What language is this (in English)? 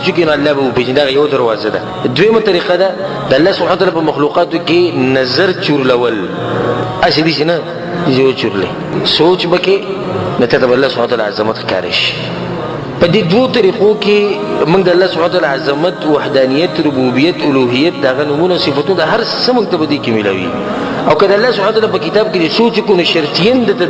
Pashto